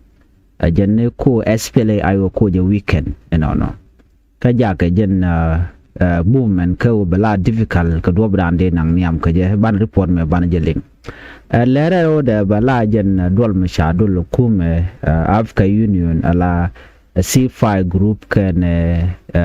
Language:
Nuer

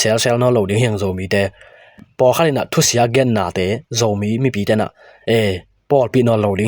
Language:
Tedim Chin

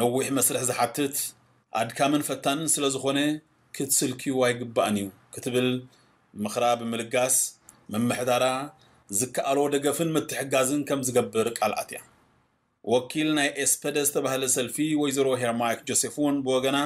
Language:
Tigrinya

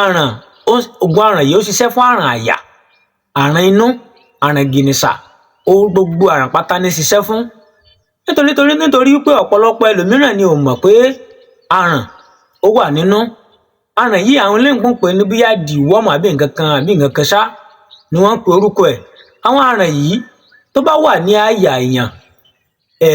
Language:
Yoruba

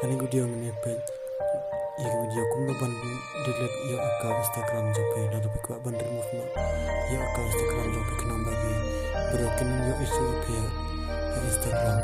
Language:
Khasi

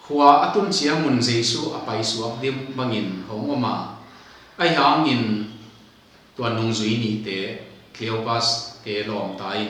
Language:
Tedim Chin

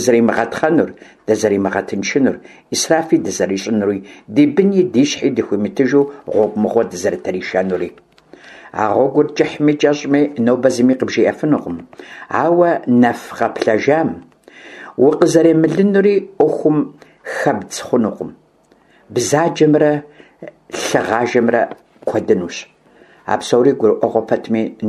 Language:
Kabardian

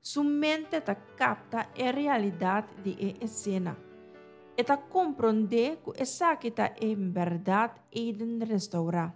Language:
Papiamento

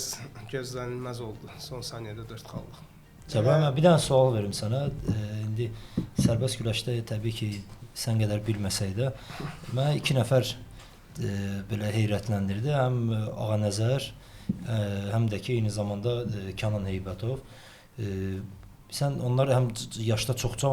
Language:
Azerbaijani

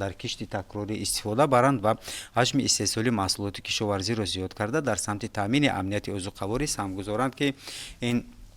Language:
Tajik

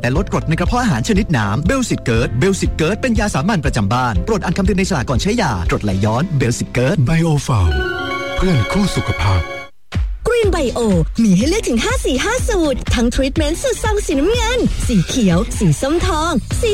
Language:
Thai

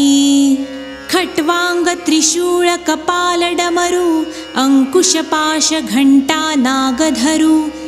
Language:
Marathi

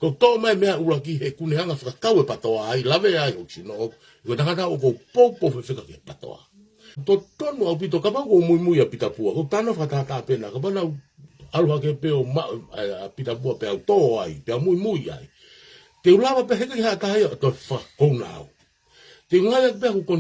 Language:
Tongan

